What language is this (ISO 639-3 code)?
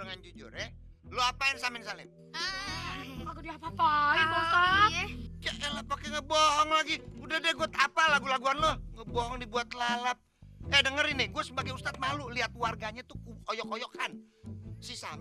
bew